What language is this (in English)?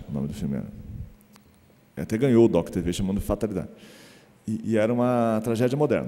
Portuguese